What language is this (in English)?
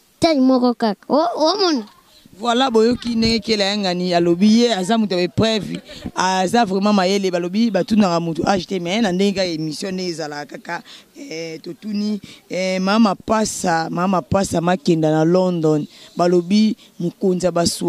Lingala